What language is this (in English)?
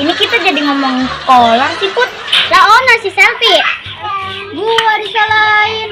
Betawi